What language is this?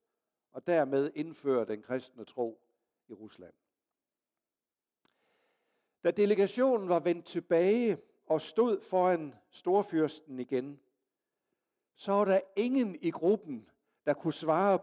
Danish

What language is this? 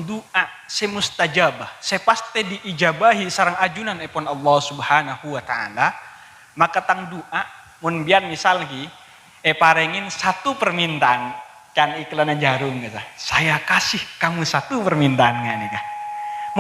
Madurese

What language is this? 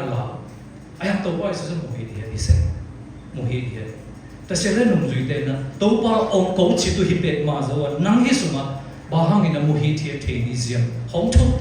Siyin Chin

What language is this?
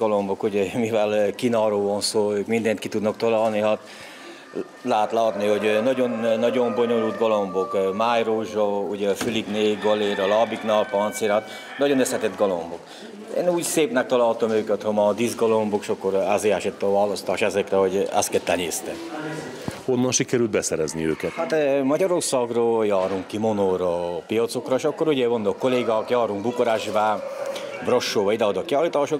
Hungarian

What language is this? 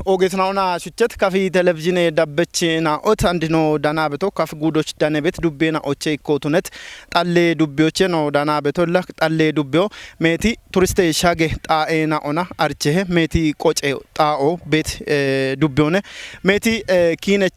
Kafa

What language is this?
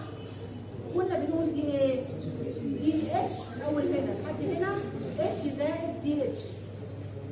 Egyptian Arabic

